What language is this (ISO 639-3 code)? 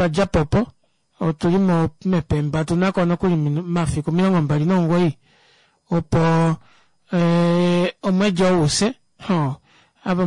kua